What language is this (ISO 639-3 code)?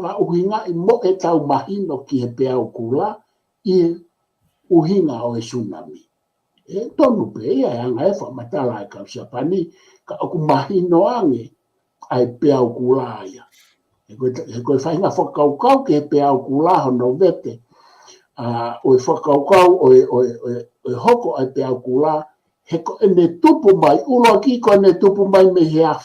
ton